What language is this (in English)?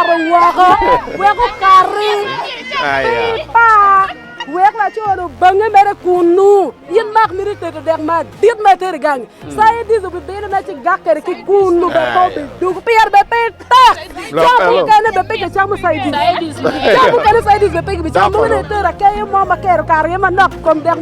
Acoli